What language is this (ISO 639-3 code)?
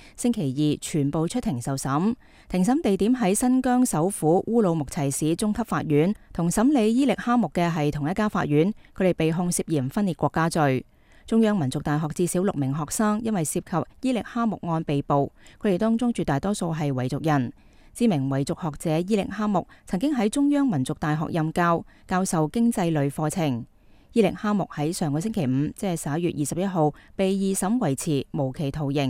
yue